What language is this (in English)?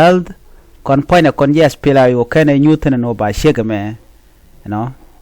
Nuer